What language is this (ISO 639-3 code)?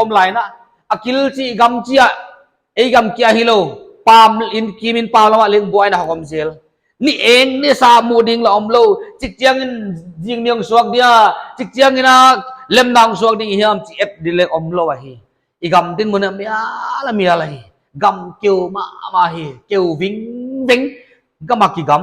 pck